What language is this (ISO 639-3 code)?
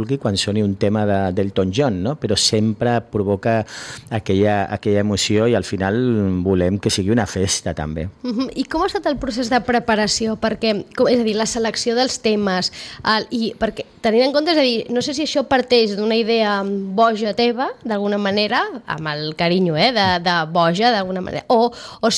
cat